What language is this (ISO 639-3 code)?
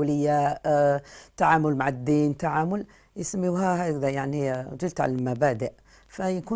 arq